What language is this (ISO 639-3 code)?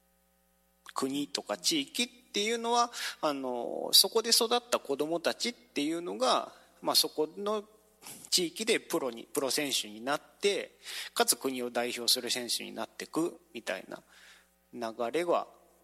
jpn